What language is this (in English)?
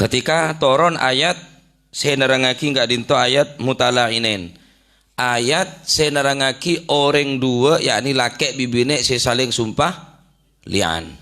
Madurese